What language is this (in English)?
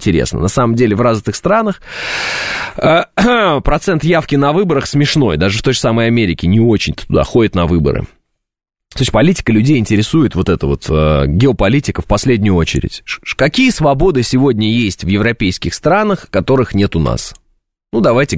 Russian